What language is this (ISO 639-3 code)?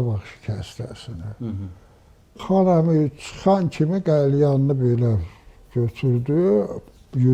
aze